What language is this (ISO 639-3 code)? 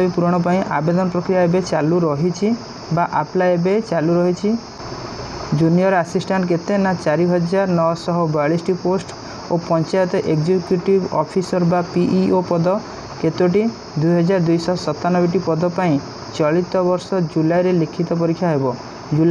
ori